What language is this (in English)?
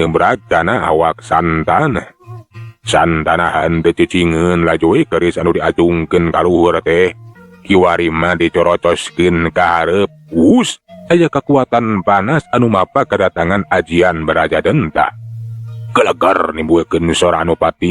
Sundanese